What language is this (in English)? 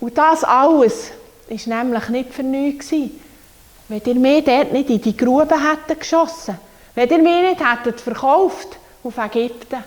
Swiss German